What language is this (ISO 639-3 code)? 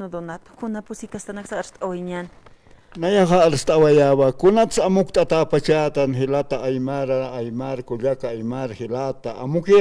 aym